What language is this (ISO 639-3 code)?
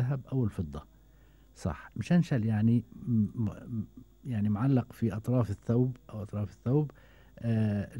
afb